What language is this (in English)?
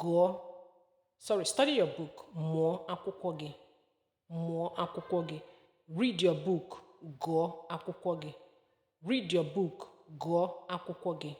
Igbo